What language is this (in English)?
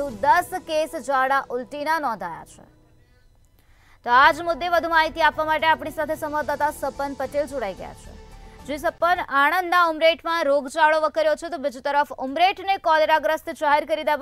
Gujarati